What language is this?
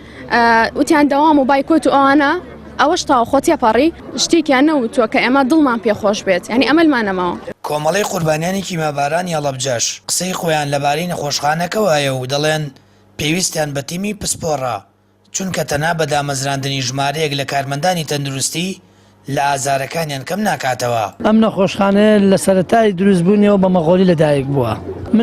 Central Kurdish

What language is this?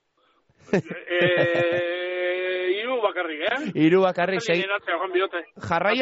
Basque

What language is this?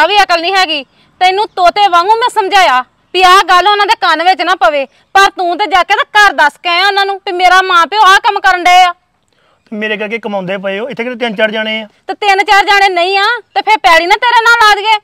Punjabi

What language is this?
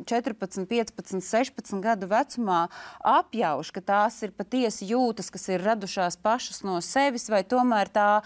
Latvian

